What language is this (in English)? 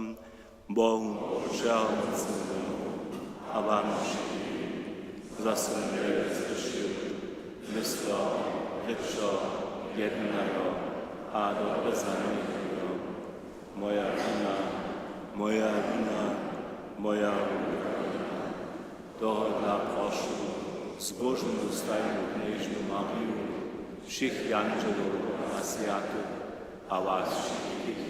Upper Sorbian